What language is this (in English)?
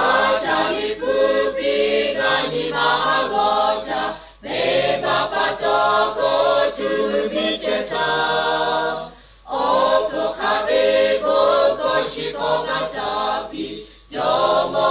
Lahu